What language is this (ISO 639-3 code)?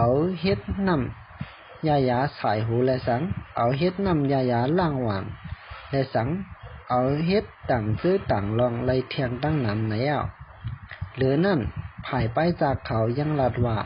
shn